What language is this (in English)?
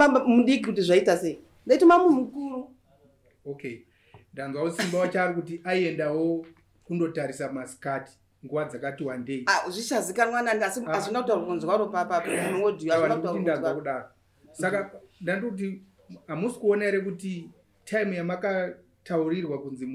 Shona